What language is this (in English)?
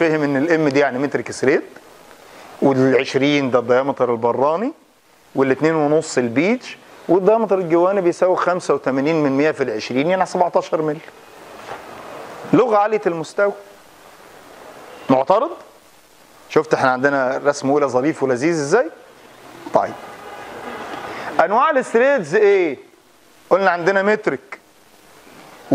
Egyptian Arabic